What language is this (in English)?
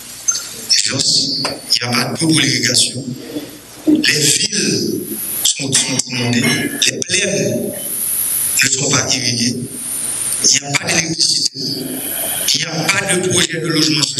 French